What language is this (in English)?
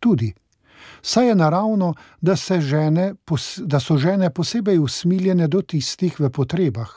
Slovenian